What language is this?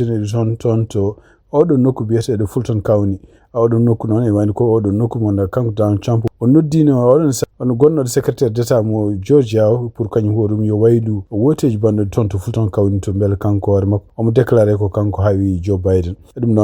Fula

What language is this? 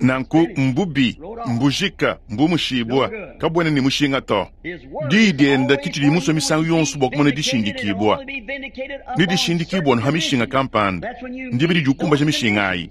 Luba-Lulua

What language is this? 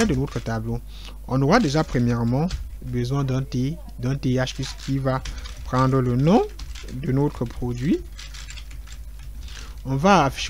French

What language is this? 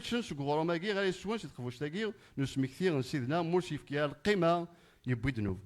Kabyle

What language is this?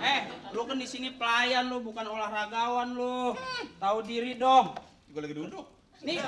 Betawi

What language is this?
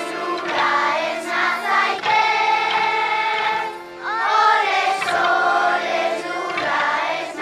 Basque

